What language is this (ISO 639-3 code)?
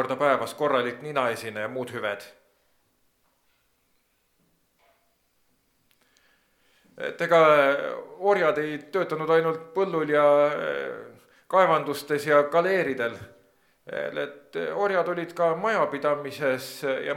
est